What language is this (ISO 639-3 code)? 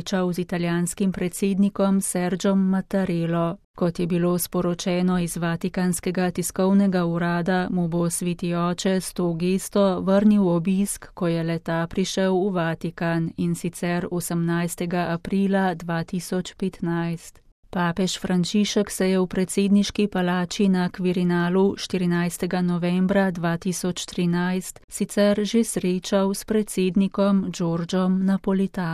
slv